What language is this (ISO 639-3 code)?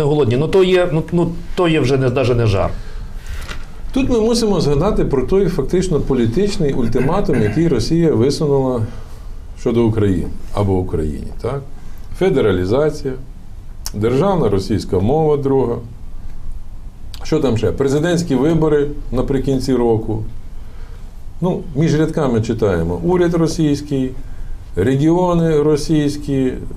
ukr